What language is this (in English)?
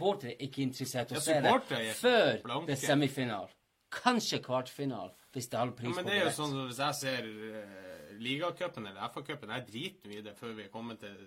Norwegian